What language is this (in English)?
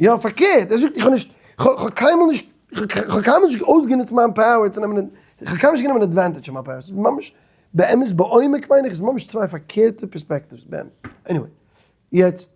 Yiddish